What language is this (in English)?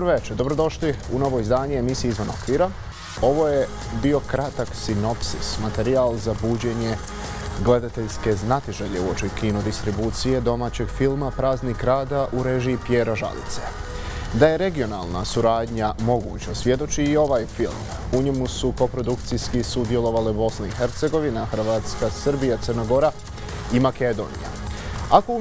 Bosnian